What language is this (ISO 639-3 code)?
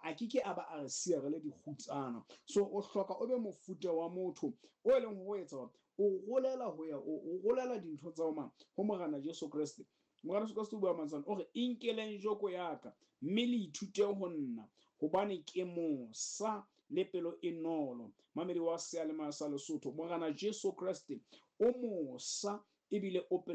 sot